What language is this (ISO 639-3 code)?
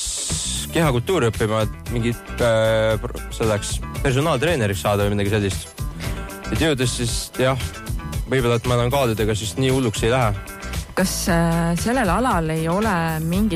est